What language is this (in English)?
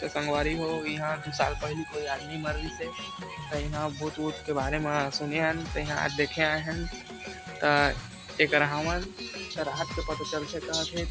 Chhattisgarhi